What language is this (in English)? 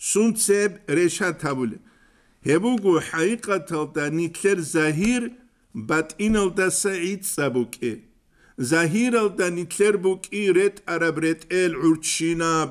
Avaric